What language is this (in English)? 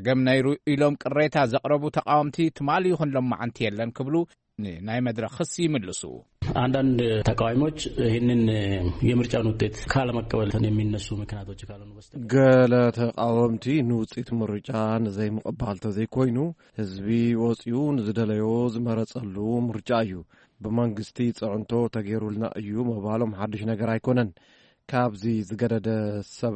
Tigrinya